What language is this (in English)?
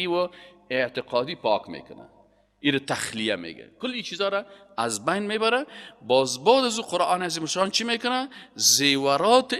Persian